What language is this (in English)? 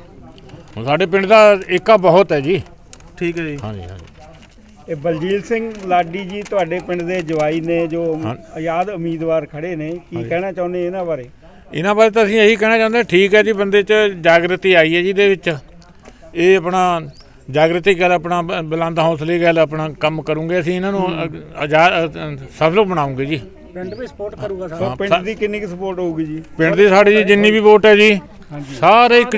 Punjabi